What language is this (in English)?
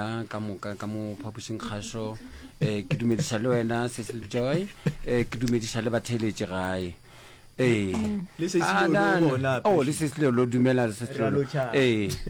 Northern Sotho